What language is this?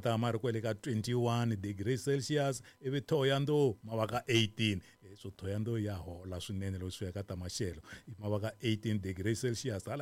Tsonga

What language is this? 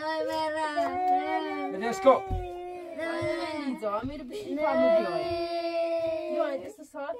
Persian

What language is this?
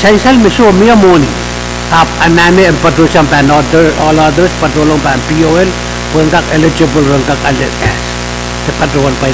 Pohnpeian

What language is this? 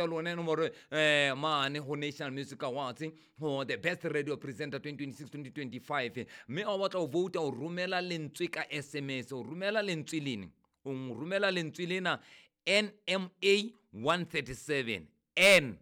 Southern Sotho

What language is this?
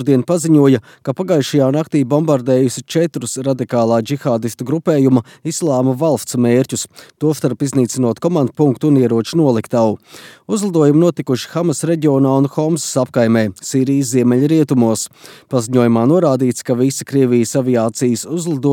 Latvian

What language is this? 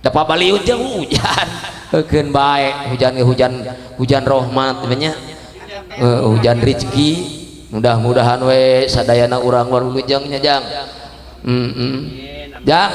Sundanese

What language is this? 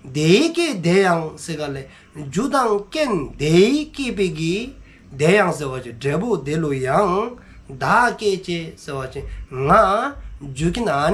Dzongkha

